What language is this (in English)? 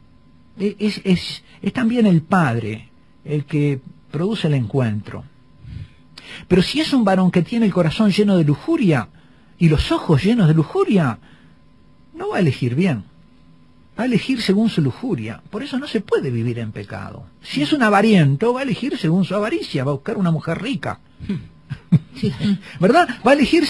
Spanish